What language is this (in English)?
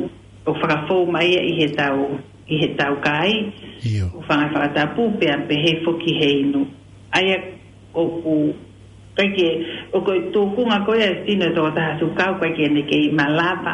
Tongan